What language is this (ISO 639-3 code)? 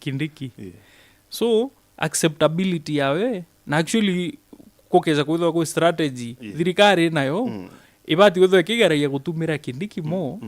mer